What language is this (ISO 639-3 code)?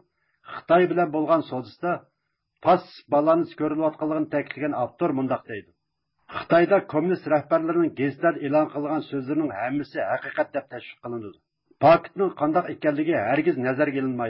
uig